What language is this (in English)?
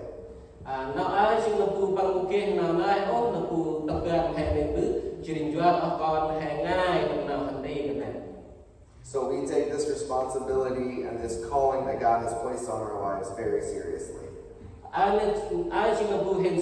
Central Mnong